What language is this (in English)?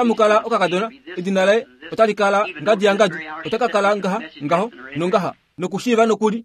Kuanyama